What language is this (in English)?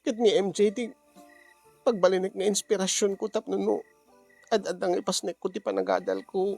Iloko